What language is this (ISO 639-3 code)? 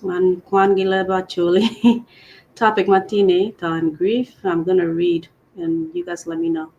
ach